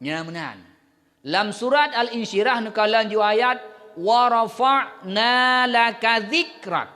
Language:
Achinese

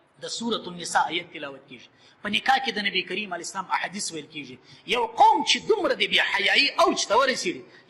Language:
Pashto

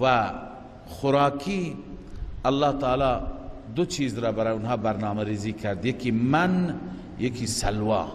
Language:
Persian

